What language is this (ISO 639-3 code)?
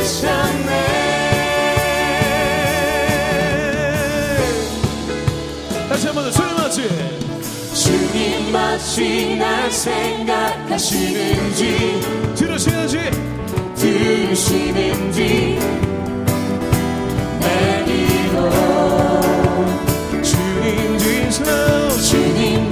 kor